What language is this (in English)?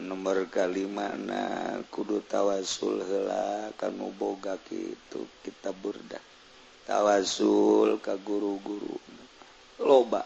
Sundanese